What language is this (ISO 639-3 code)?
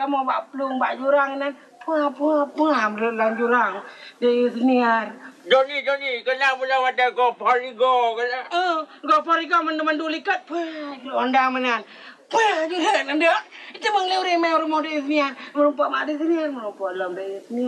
ace